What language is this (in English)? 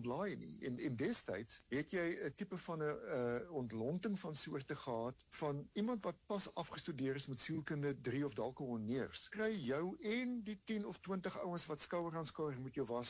Afrikaans